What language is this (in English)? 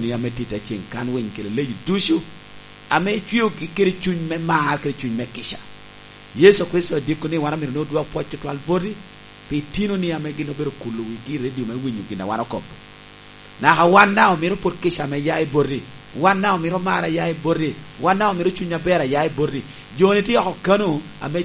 Lango (Uganda)